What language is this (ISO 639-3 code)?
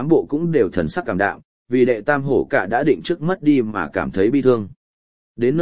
vie